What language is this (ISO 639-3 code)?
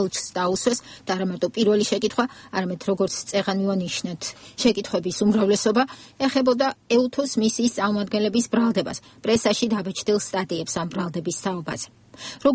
kat